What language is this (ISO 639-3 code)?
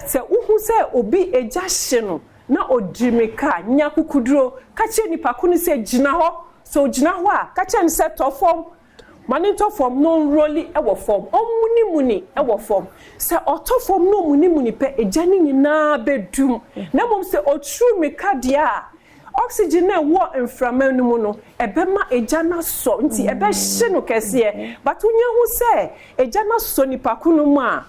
aka